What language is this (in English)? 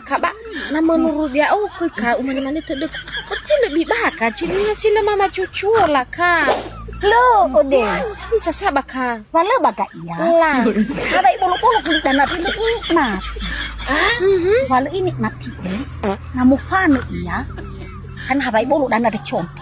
Nias